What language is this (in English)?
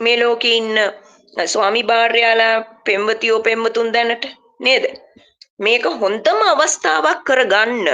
Sinhala